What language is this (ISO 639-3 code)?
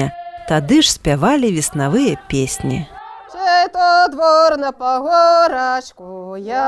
bel